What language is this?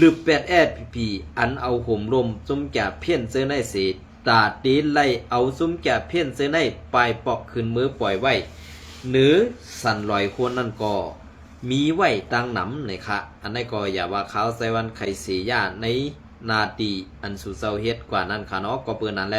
Shan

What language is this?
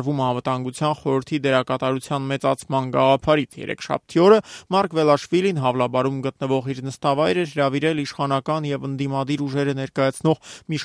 Armenian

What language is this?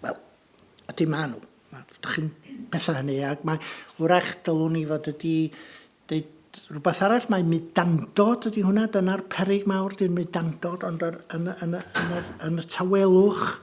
Welsh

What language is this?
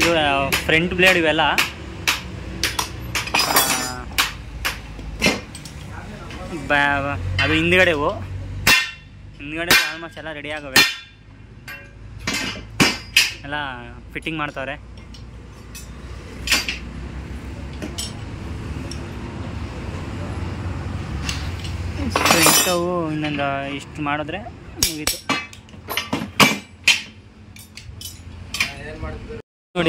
Kannada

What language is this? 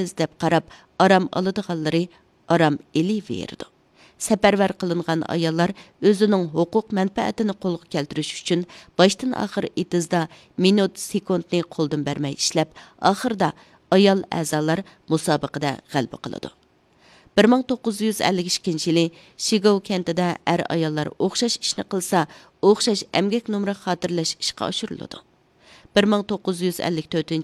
Uyghur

